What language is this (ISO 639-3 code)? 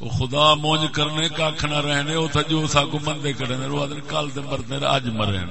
skr